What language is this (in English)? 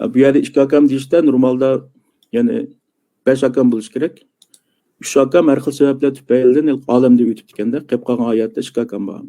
Uyghur